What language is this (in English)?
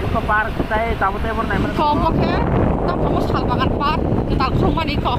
Kok Borok